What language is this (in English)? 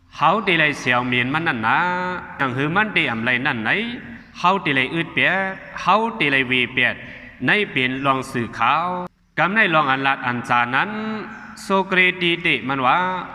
Shan